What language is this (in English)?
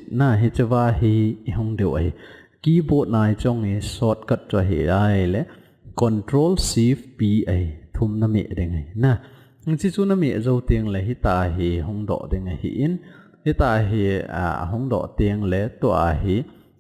Thado Chin